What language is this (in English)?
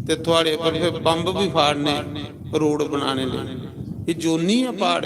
Dogri